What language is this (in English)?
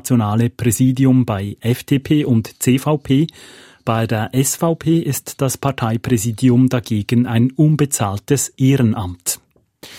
German